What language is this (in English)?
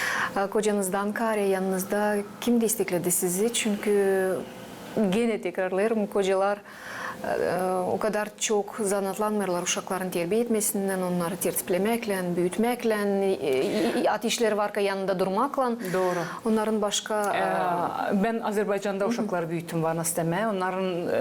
Gagauz